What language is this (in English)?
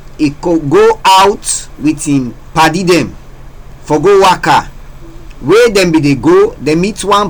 Krio